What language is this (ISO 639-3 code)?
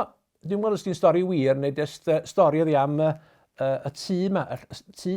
cym